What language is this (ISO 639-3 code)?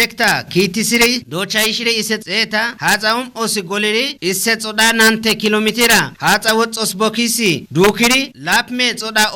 kbr